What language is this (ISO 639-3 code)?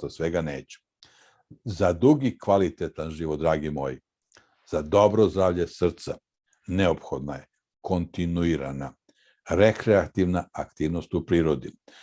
mkd